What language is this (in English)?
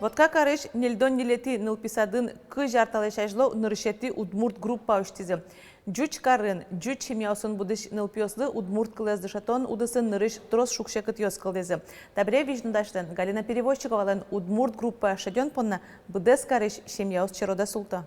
Udmurt